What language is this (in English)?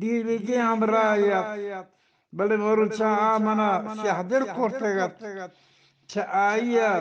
Eastern Balochi